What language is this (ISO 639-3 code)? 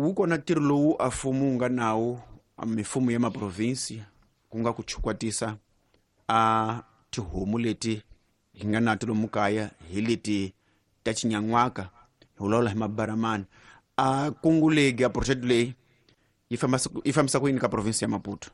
tso